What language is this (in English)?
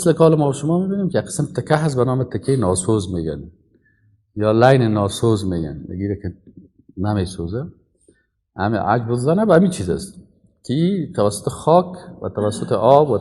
Persian